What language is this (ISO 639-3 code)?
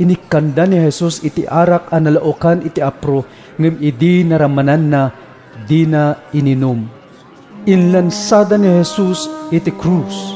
ilo